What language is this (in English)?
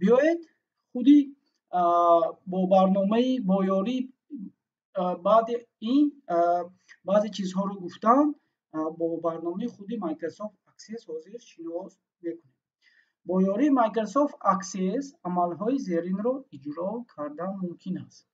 Tajik